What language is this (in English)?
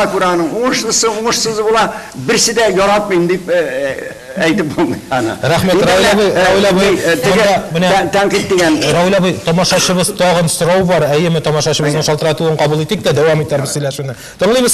Tatar